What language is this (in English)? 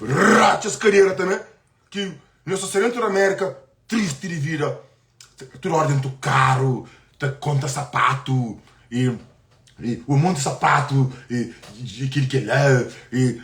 Kabuverdianu